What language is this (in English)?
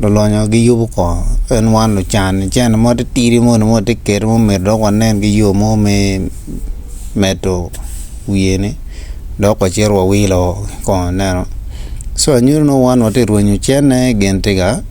Acoli